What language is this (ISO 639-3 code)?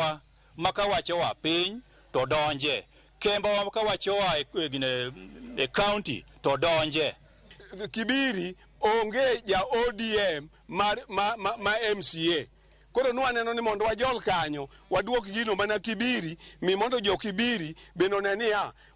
luo